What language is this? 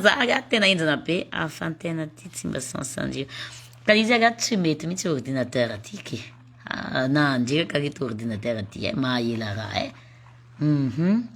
Malagasy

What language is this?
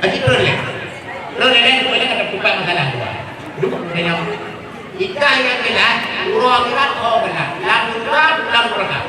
Achinese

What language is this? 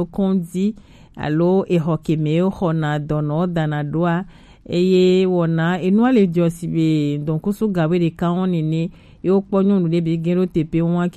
Gen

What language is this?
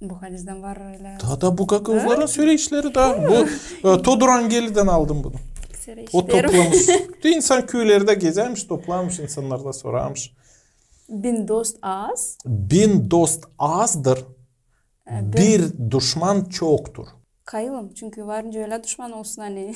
Gagauz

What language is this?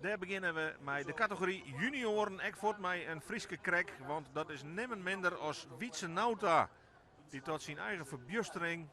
Western Frisian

